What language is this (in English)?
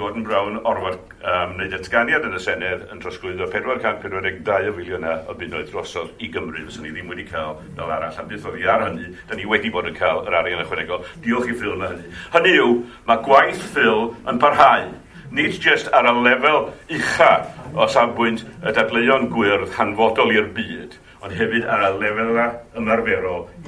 Welsh